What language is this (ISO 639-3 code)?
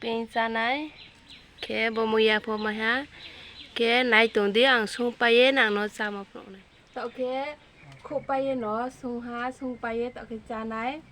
ria